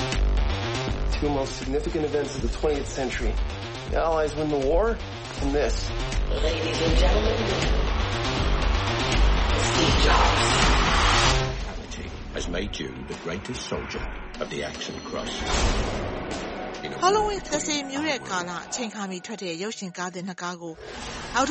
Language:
Burmese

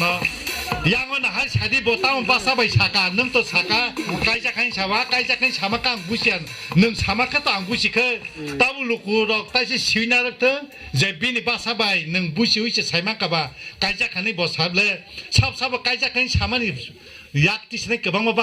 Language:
Kok Borok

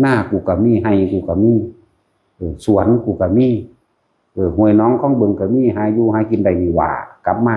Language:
Lao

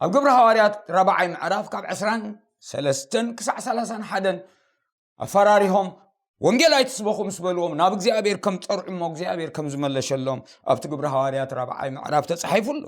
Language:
Tigrinya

